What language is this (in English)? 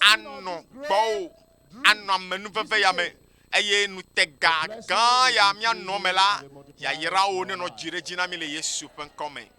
Ewe